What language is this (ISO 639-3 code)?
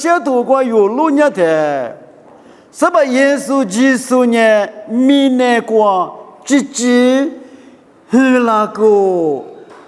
lis